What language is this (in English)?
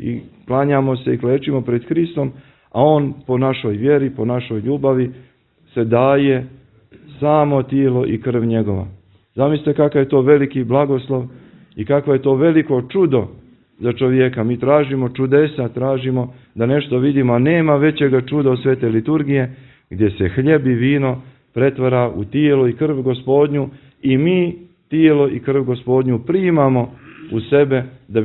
Serbian